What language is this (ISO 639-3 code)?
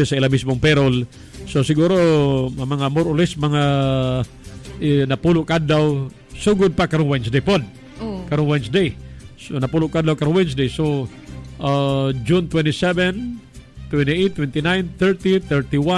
ceb